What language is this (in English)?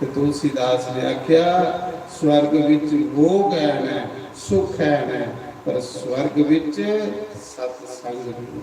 Dogri